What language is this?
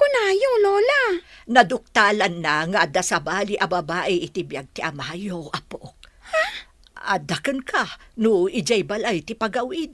Iloko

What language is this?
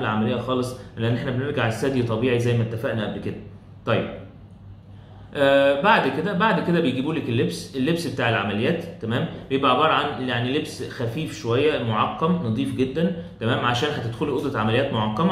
Egyptian Arabic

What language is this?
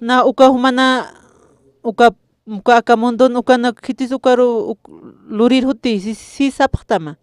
Aymara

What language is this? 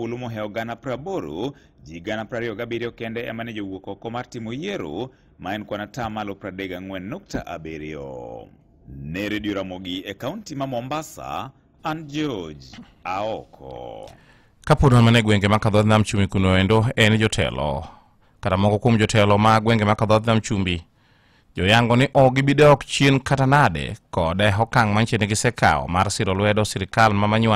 Luo (Kenya and Tanzania)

